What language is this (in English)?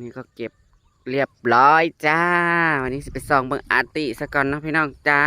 Northeastern Thai